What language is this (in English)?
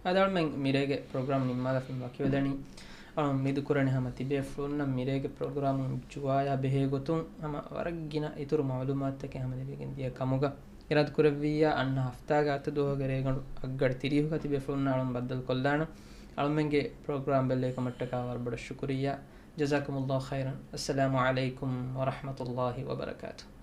Divehi